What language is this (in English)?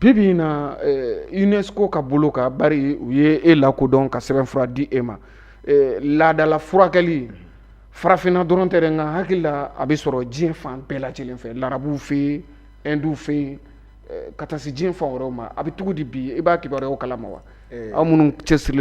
Bambara